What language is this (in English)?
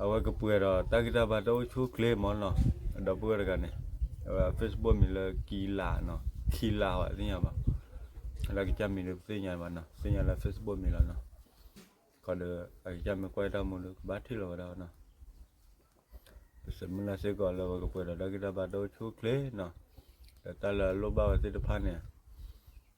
S'gaw Karen